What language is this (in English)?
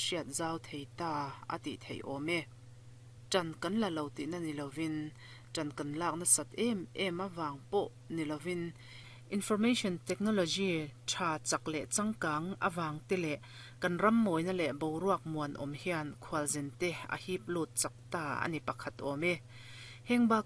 Mizo